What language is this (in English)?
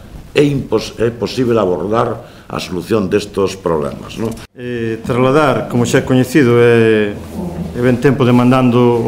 Galician